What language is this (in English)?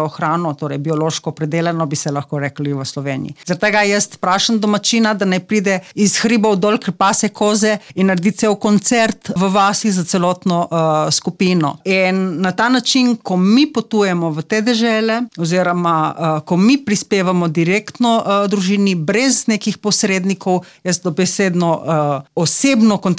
Slovenian